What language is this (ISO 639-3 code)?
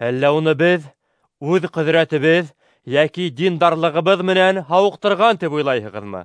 bak